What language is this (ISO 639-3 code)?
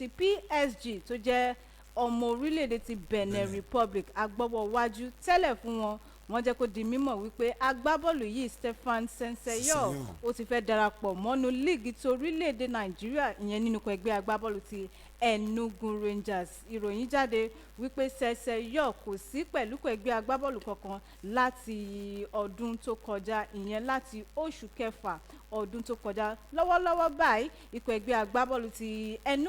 yor